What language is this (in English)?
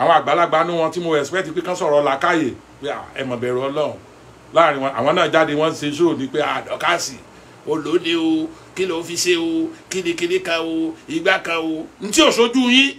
Yoruba